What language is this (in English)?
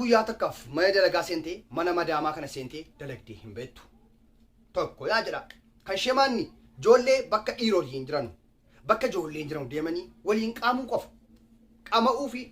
Oromo